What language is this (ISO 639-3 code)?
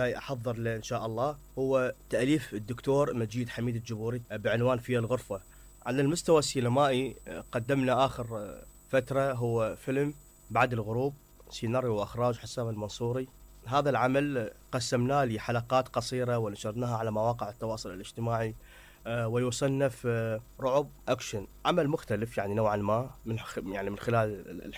acm